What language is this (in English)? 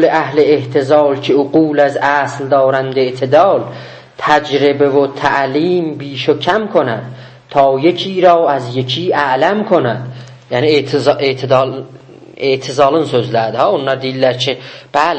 South Azerbaijani